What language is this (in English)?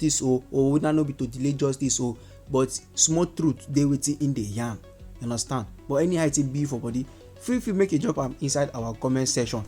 Nigerian Pidgin